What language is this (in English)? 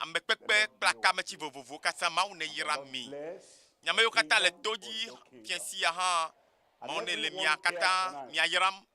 Ewe